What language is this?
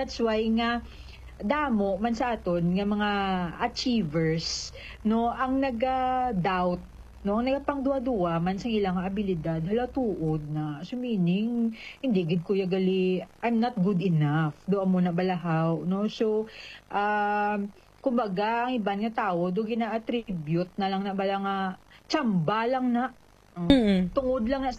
Hiligaynon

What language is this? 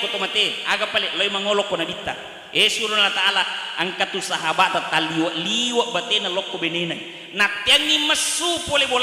Buginese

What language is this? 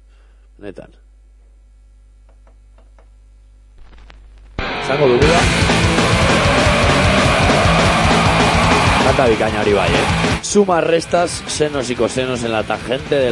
Basque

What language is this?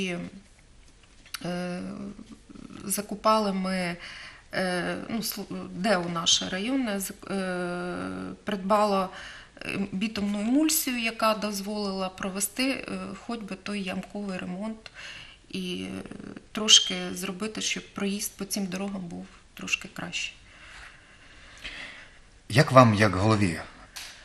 Ukrainian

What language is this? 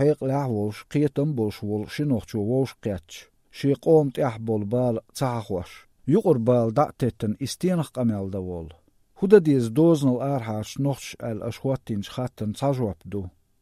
Chechen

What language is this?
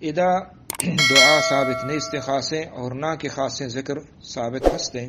Eastern Balochi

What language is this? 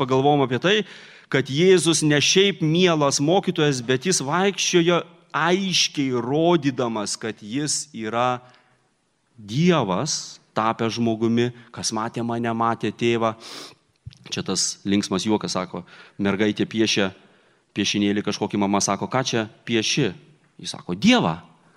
Lithuanian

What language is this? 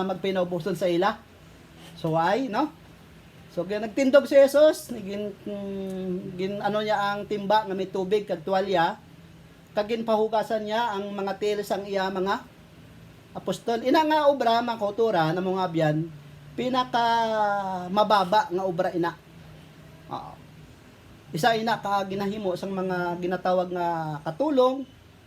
Hiligaynon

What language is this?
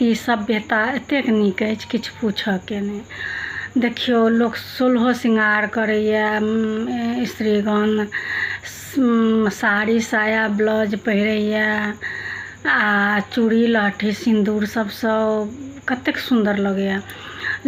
Maithili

